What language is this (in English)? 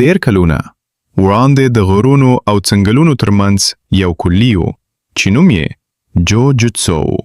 Pashto